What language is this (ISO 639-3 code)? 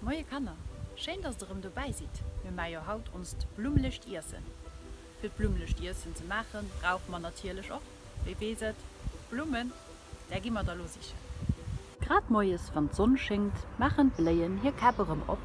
ltz